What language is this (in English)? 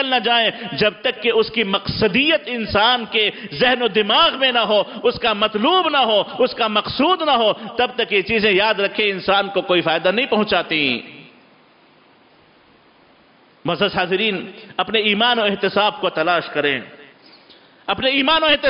Urdu